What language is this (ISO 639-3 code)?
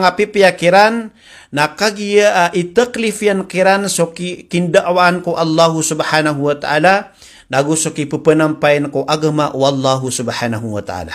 mrw